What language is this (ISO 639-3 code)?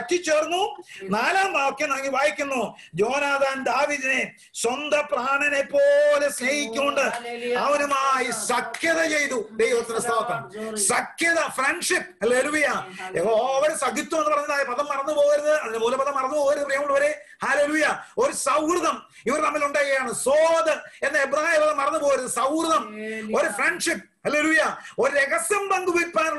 mal